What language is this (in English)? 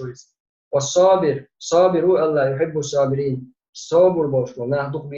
Chechen